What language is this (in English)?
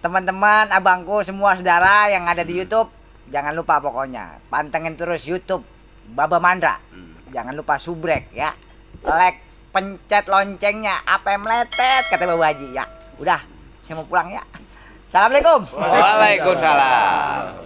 Betawi